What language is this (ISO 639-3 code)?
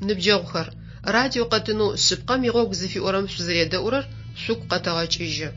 ady